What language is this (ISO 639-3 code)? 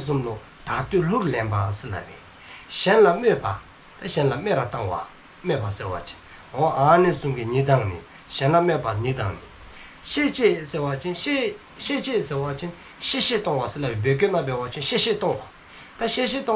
dzo